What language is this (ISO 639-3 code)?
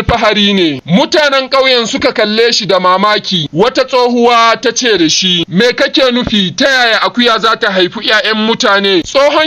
hau